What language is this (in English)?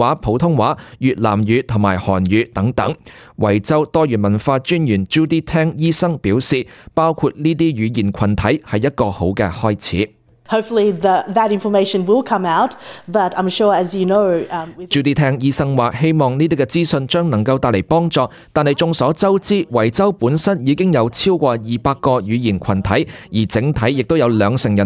Cantonese